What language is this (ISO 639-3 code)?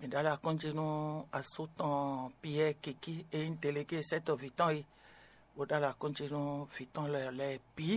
fon